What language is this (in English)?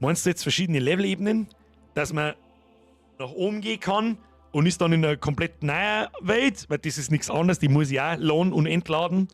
Bavarian